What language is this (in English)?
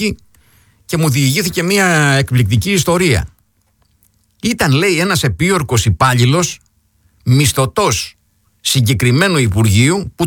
Greek